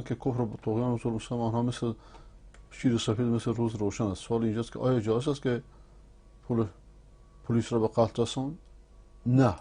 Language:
Persian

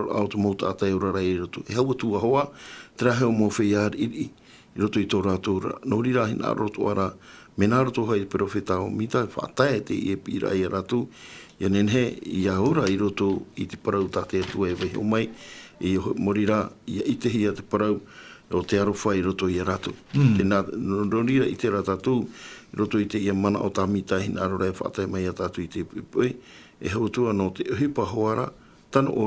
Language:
Tahitian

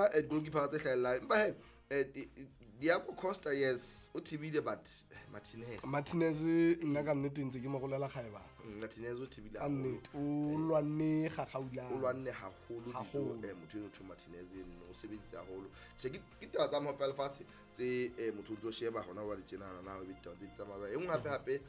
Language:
Southern Sotho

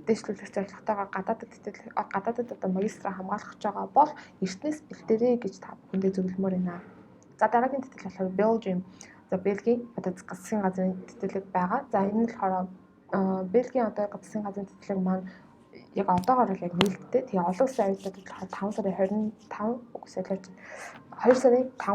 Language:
Mongolian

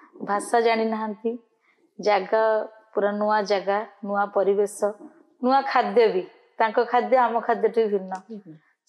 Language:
Odia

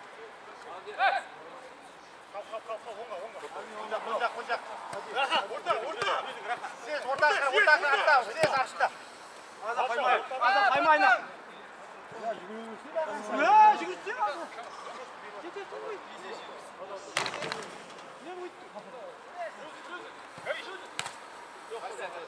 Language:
Kazakh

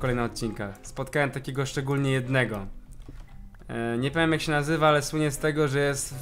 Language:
Polish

